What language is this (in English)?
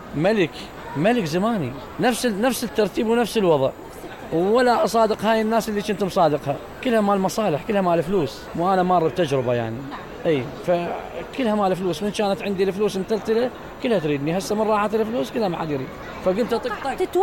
Mesopotamian Arabic